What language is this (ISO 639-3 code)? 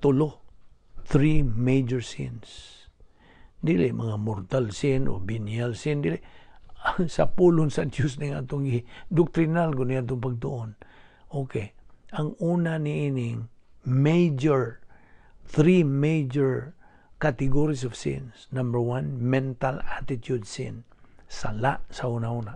ceb